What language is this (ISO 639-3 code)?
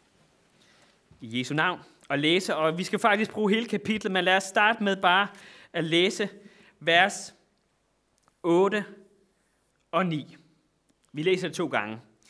dan